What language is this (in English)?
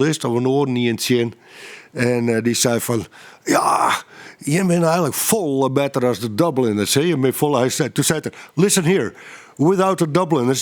Western Frisian